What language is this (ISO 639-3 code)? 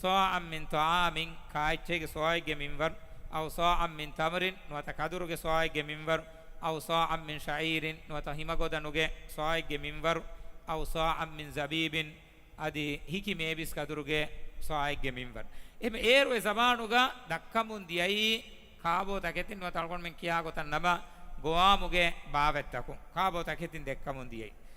div